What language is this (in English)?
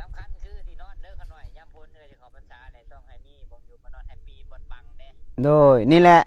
Northeastern Thai